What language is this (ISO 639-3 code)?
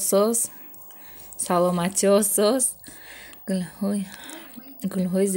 tgk